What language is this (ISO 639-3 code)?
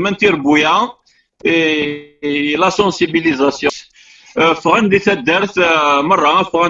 kab